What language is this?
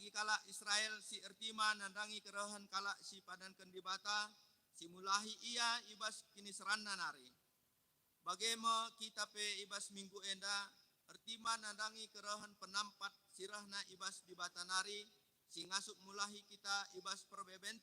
Batak Karo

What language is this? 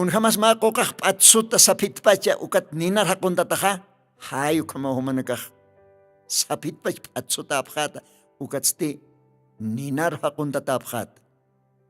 Aymara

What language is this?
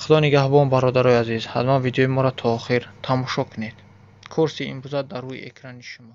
Tajik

